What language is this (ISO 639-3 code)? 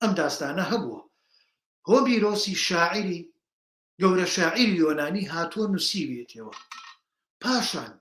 ckb